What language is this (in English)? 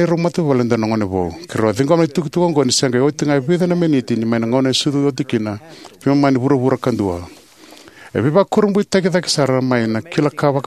Fijian